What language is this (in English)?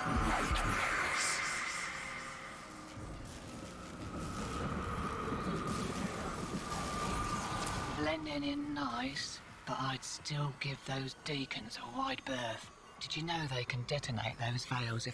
English